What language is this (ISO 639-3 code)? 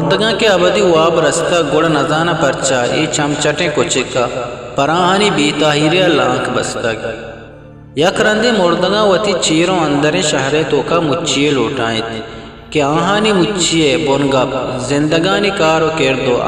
bgp